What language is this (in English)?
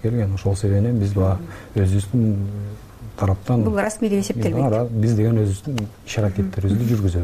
Kyrgyz